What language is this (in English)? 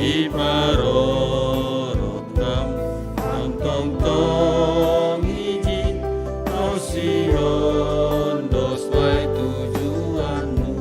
Batak Simalungun